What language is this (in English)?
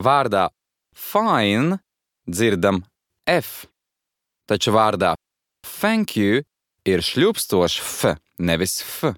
Latvian